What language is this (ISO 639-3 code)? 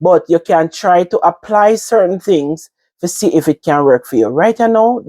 jam